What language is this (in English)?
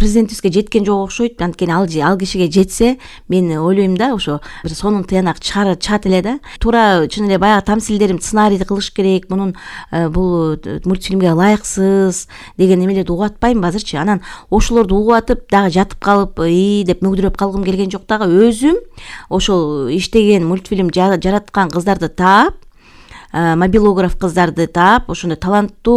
Kyrgyz